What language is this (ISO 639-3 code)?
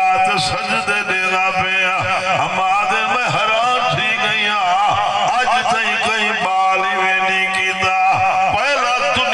skr